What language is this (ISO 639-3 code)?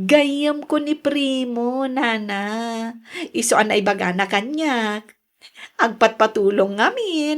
ilo